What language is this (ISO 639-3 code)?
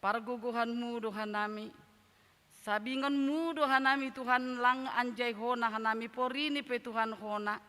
bts